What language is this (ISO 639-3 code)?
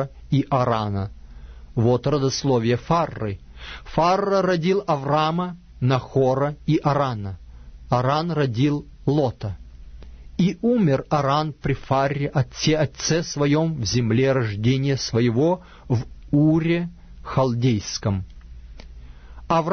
rus